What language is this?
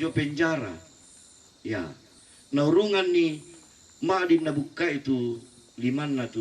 Toraja-Sa'dan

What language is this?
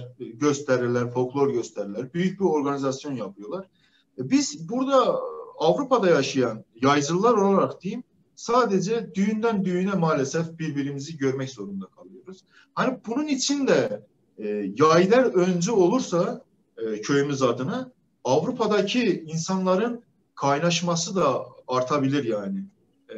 Turkish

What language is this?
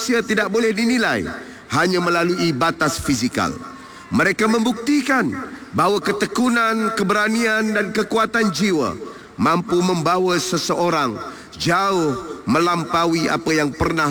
Malay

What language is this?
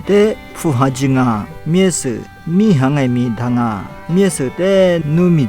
Lisu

